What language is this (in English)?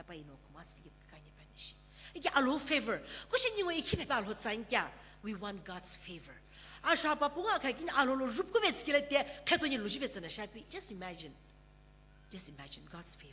Sumi Naga